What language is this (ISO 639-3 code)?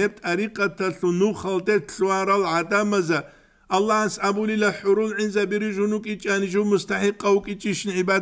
ava